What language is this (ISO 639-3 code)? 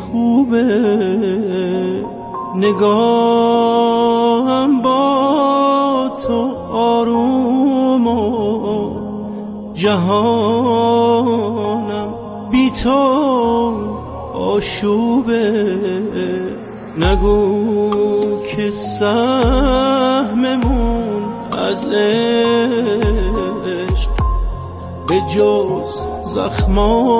fas